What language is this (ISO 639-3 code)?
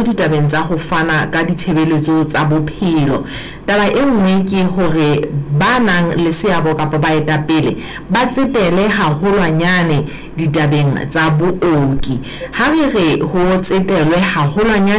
sot